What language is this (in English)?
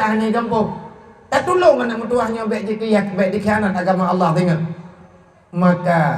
Achinese